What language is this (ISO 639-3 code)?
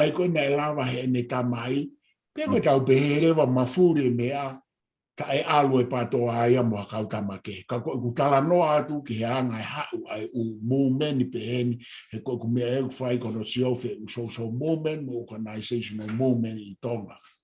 ton